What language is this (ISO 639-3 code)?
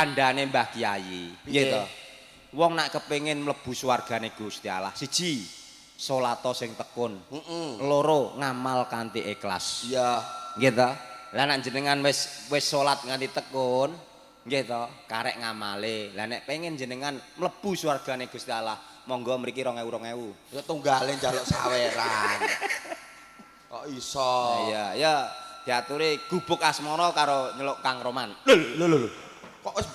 jav